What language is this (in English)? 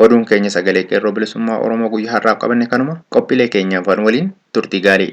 Oromo